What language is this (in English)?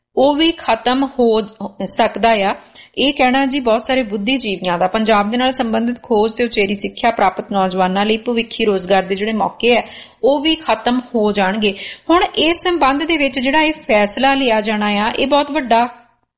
Punjabi